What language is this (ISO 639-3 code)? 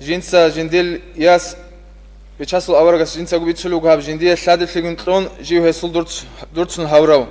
ava